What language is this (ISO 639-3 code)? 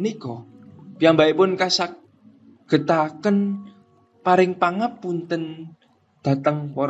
jav